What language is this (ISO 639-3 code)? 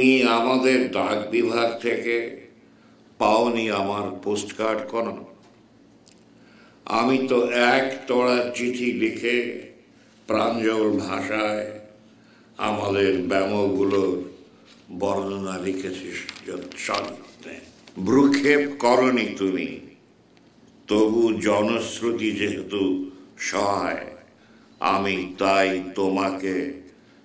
ben